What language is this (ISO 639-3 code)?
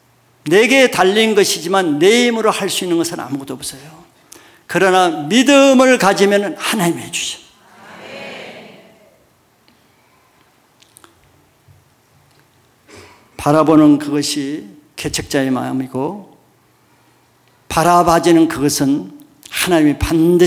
kor